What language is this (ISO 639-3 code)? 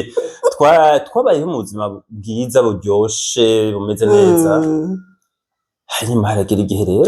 run